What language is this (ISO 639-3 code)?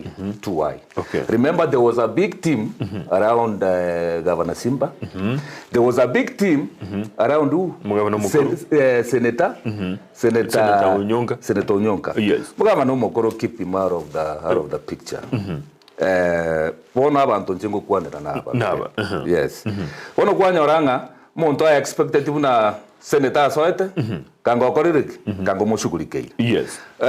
guz